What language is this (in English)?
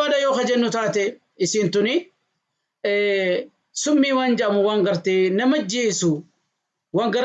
Oromo